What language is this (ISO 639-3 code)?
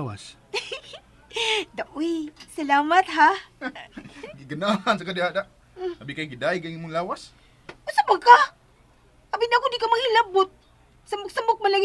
ceb